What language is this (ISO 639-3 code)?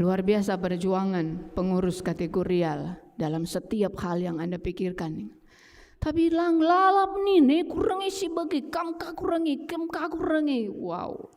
btx